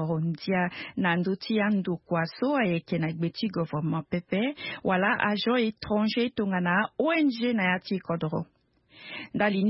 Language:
Sango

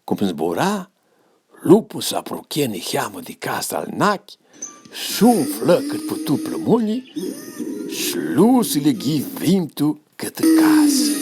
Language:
Aromanian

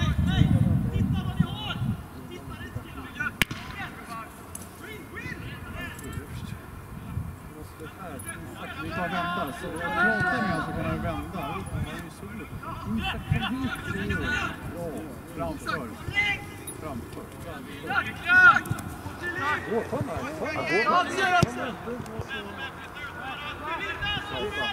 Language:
Swedish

